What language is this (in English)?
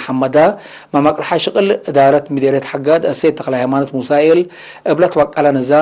Tigre